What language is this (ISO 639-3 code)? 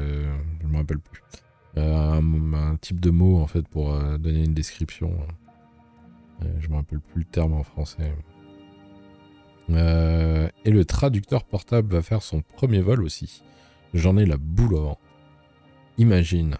fra